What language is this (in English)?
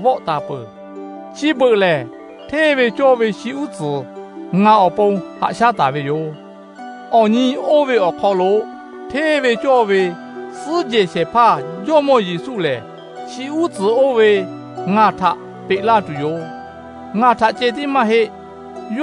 Lahu